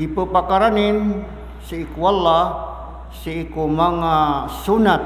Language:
Maranao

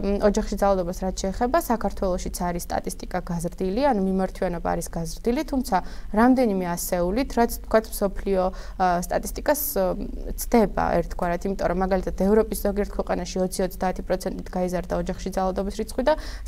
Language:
Georgian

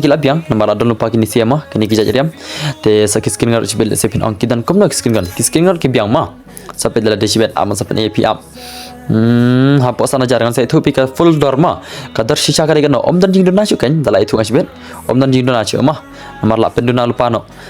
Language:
Khasi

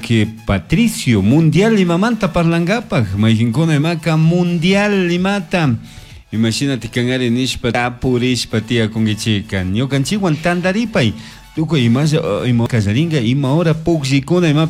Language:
Chimborazo Highland Quichua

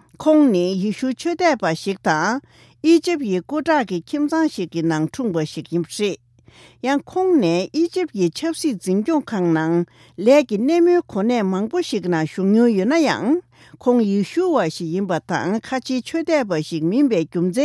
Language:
Tibetan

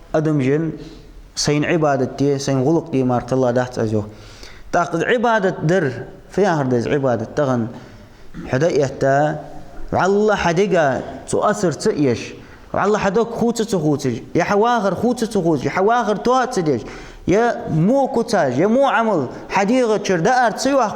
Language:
Ingush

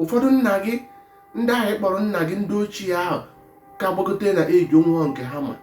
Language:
Igbo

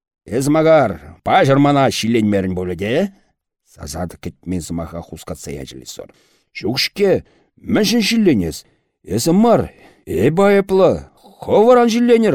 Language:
Chuvash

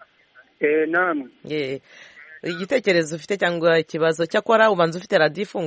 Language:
Kinyarwanda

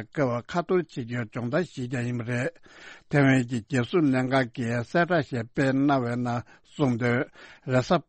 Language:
Tibetan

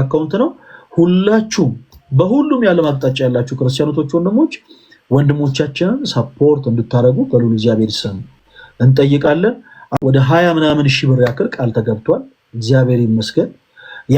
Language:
Amharic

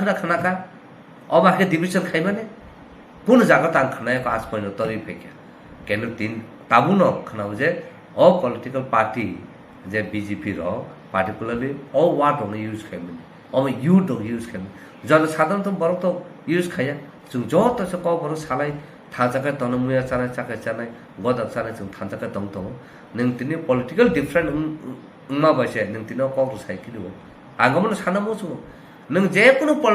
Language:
Kok Borok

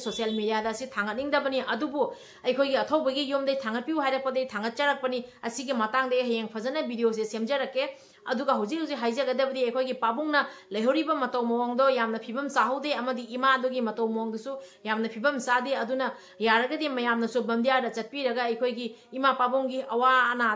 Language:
Manipuri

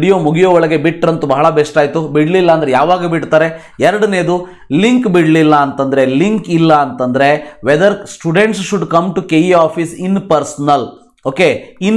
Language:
Kannada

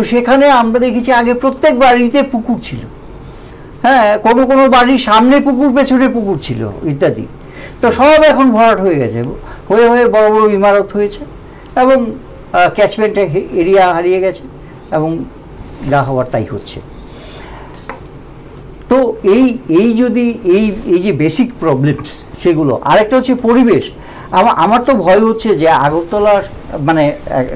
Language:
Bangla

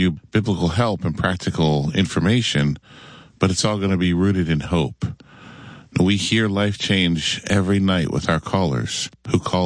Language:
English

